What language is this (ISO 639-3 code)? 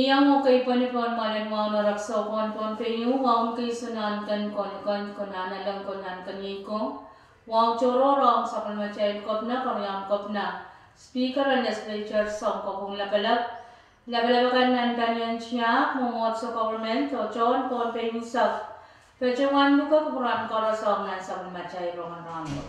pon